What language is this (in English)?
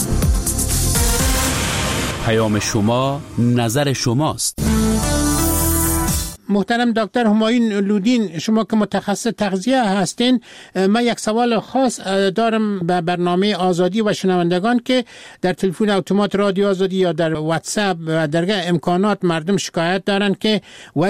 Persian